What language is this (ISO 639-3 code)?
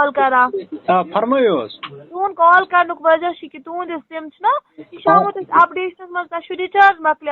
kas